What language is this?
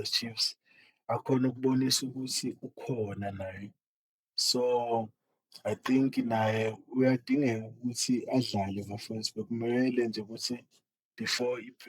Zulu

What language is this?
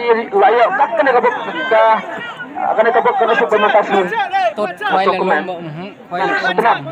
Khasi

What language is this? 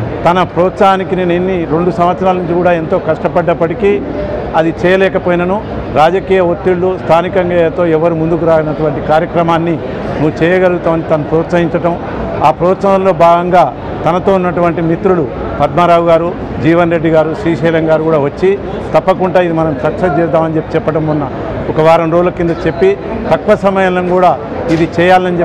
Telugu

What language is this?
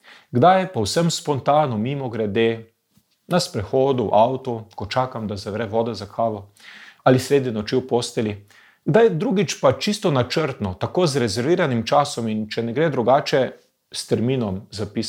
Slovenian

